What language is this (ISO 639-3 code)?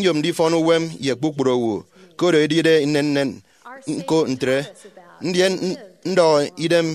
efi